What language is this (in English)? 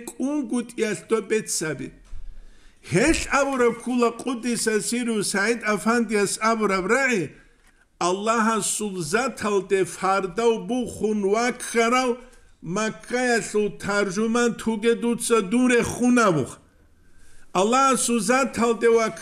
Avaric